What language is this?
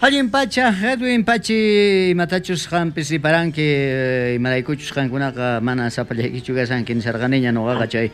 South Bolivian Quechua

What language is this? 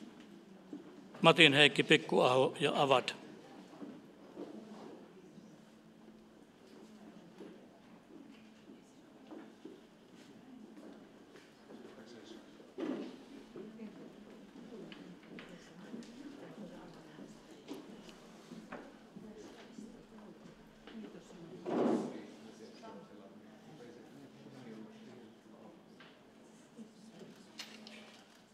Finnish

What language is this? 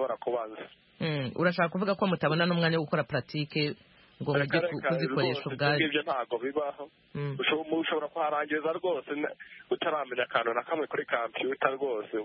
Kinyarwanda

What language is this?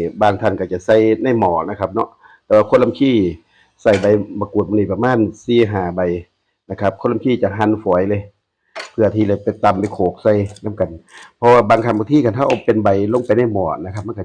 Northeastern Thai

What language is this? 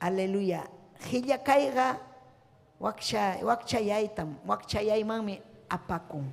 Ayacucho Quechua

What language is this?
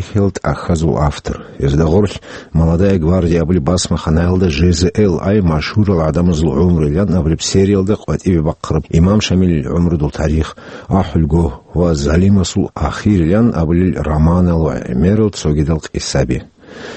Avaric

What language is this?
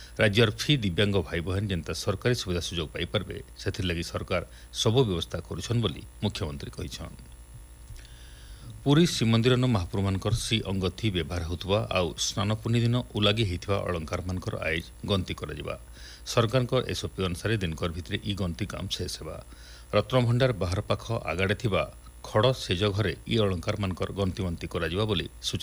Odia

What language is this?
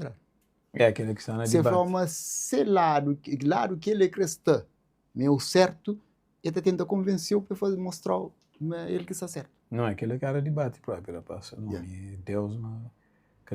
Kabuverdianu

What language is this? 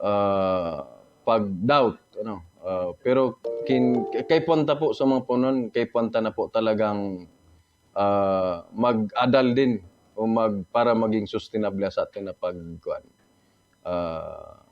Buhi'non Bikol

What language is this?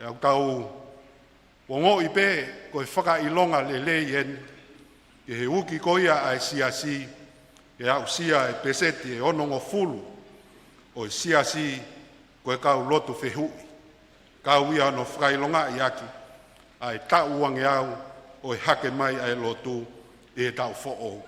Tongan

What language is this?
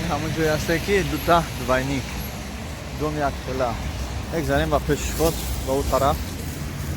Tajik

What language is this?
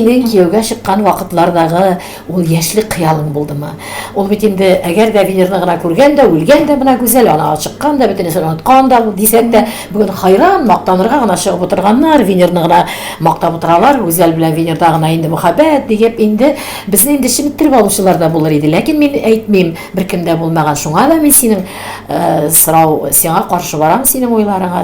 Tatar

